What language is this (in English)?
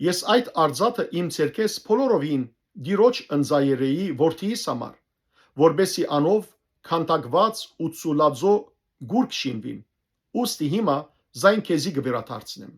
Western Armenian